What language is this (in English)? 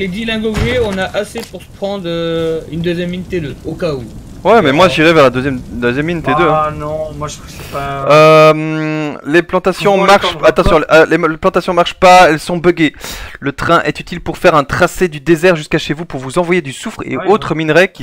French